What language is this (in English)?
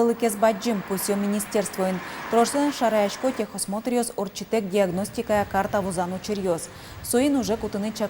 Udmurt